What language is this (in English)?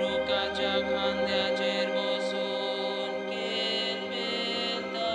Konkani